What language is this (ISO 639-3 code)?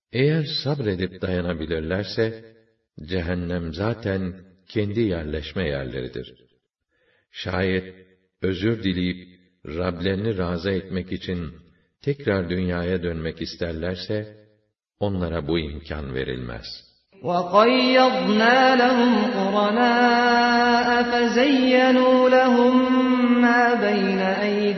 tur